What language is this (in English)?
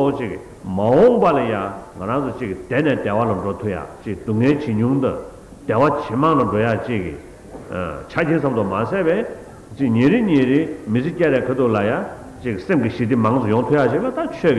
Tibetan